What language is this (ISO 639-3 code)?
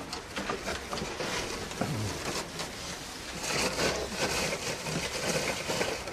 mal